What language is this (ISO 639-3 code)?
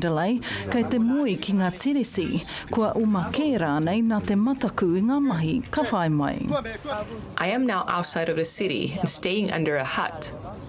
mri